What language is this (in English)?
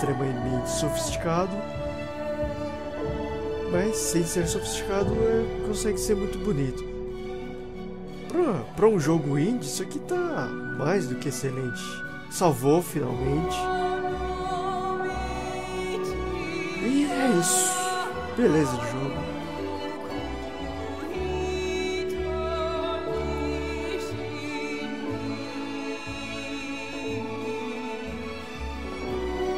Portuguese